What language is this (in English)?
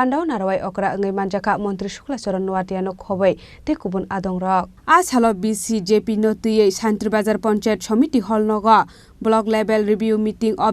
Kok Borok